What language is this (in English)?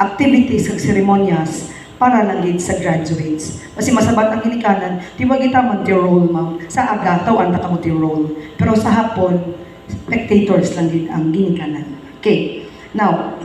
Hiligaynon